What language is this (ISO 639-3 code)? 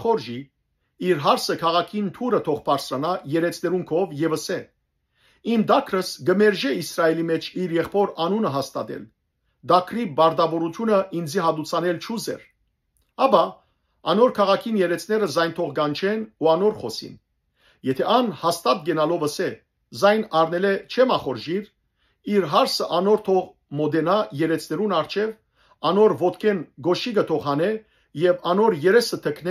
hyw